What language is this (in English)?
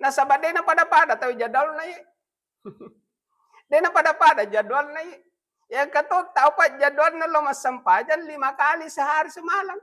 Buginese